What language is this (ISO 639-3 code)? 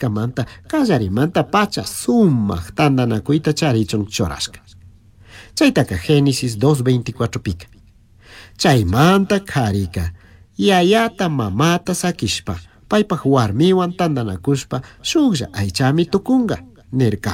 qug